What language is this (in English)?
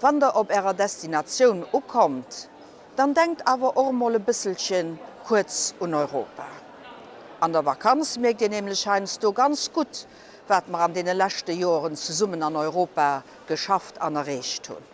Luxembourgish